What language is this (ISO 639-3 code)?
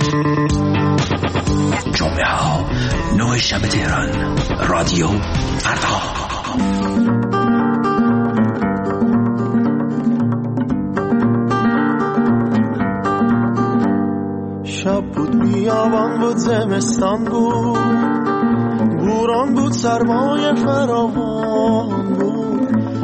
fas